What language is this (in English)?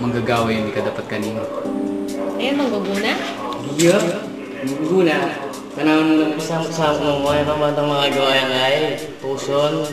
Pampanga